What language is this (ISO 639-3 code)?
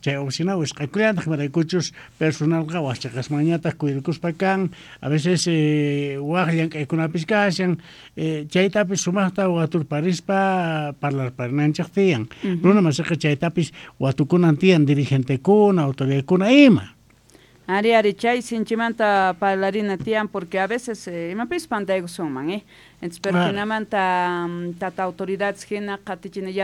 que